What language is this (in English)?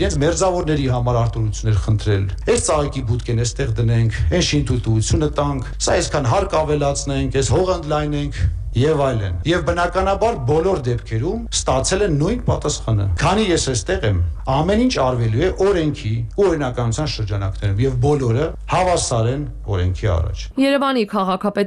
Armenian